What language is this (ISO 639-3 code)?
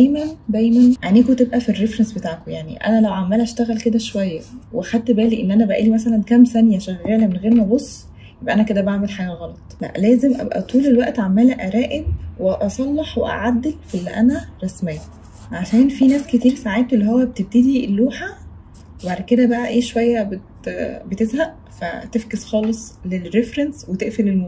arz